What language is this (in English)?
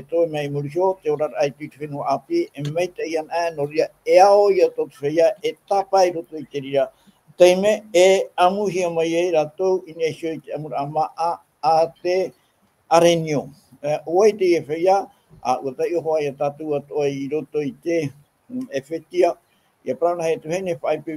Tahitian